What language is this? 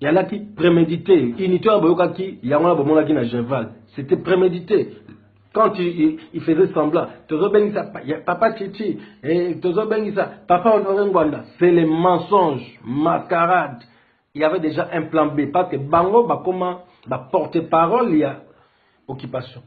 Lingala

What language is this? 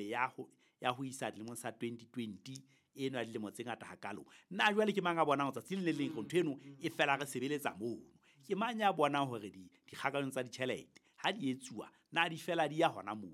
Southern Sotho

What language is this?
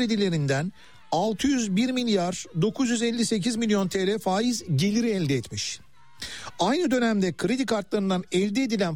Turkish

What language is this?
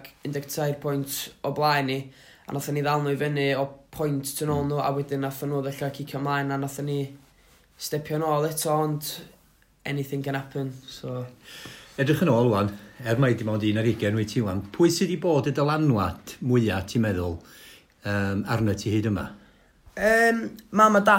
Welsh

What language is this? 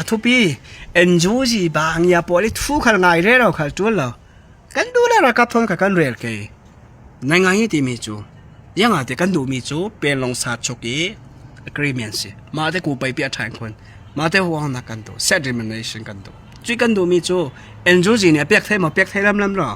Falam Chin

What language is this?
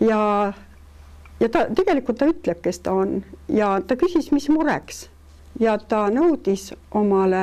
Estonian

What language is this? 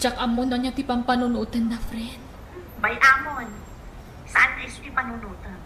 Iloko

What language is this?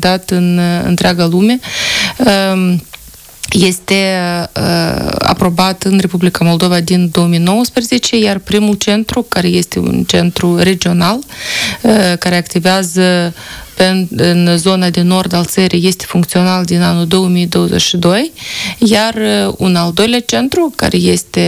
Romanian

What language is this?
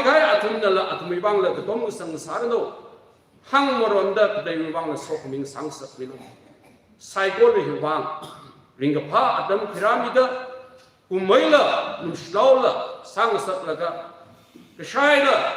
Tangkhul Naga (India)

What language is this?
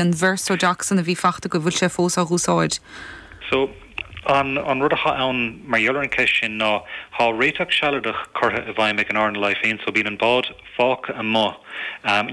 Irish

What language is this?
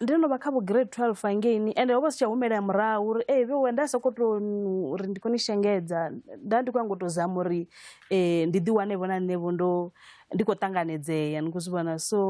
Venda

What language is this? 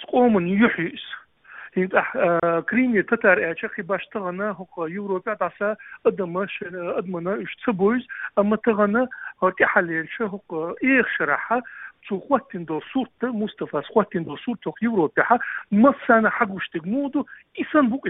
Chechen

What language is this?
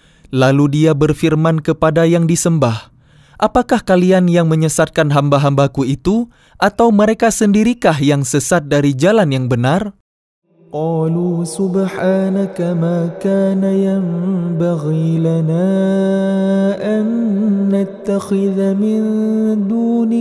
Indonesian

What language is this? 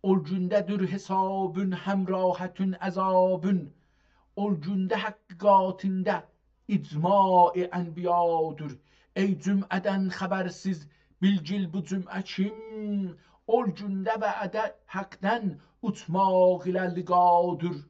South Azerbaijani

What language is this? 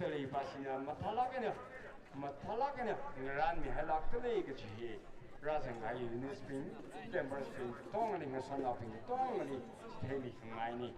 Tangkhul Naga (India)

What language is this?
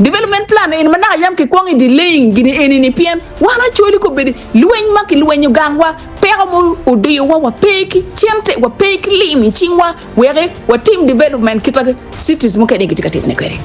Acoli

